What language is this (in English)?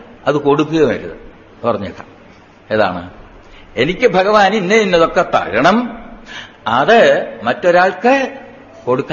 Malayalam